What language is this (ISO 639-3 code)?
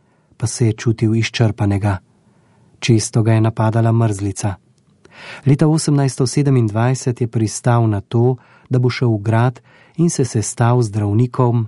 slv